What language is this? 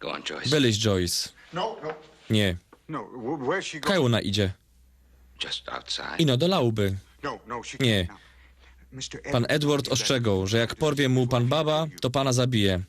Silesian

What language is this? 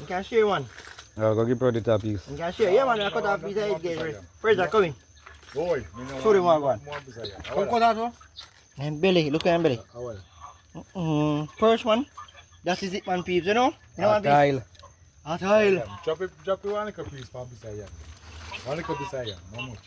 Jamaican Creole English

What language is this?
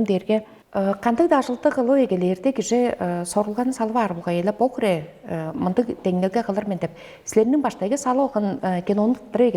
Tuvinian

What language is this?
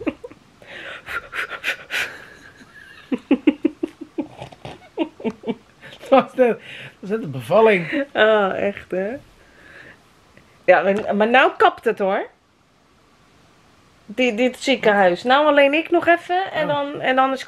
Dutch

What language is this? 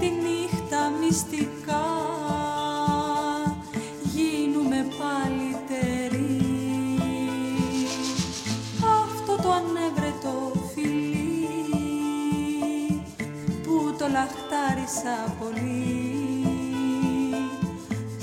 Greek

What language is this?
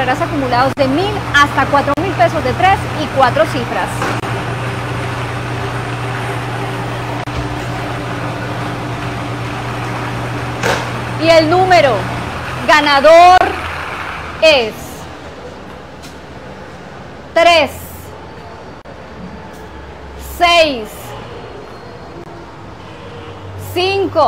Spanish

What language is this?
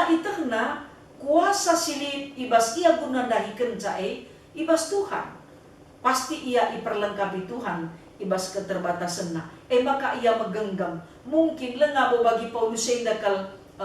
Batak Karo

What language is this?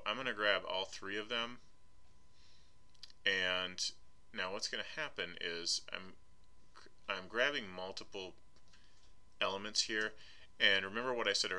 English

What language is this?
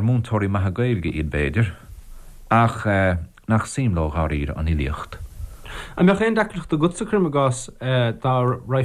Irish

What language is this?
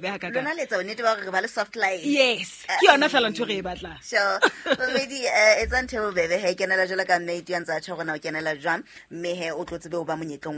Southern Sotho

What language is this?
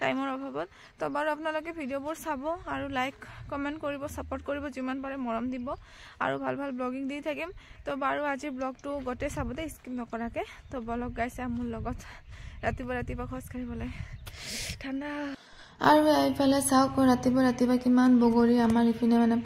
Assamese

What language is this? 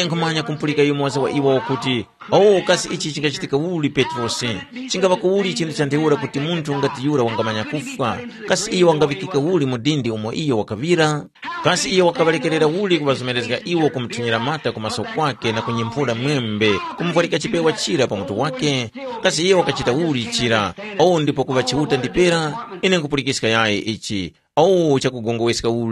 Tumbuka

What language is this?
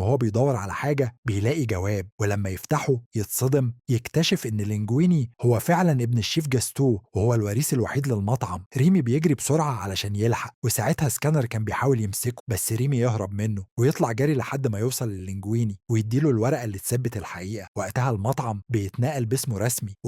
Egyptian Arabic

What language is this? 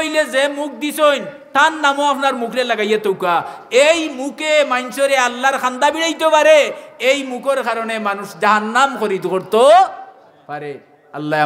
Sylheti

